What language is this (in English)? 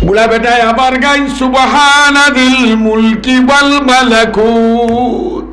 Sylheti